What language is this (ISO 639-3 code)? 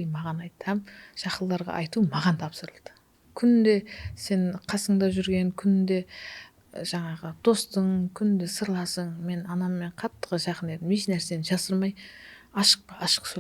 kaa